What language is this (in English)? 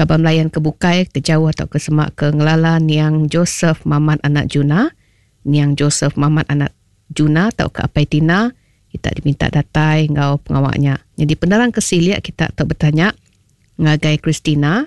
Iban